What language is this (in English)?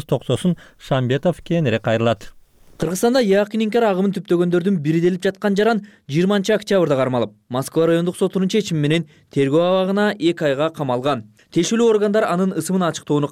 Kyrgyz